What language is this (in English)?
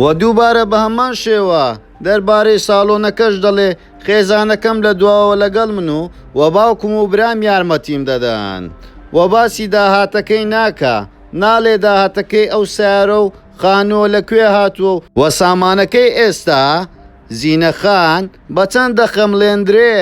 Central Kurdish